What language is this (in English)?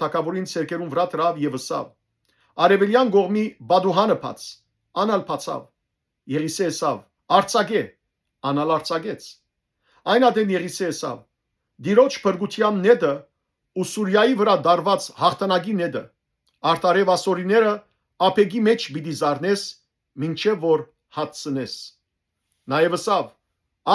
Western Armenian